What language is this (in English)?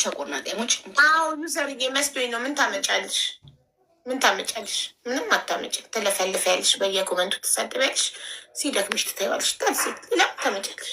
Amharic